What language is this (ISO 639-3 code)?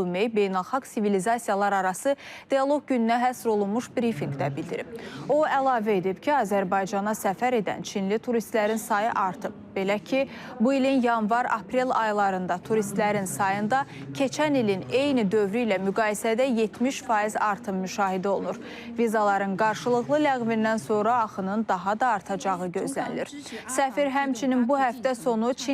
aze